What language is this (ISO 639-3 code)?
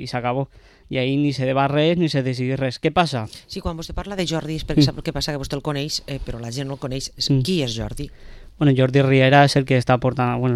cat